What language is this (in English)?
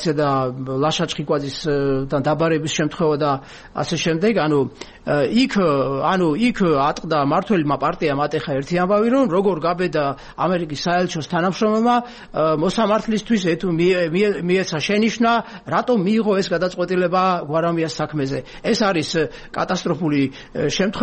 Georgian